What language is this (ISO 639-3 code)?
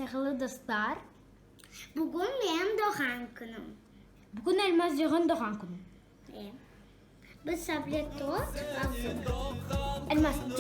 crh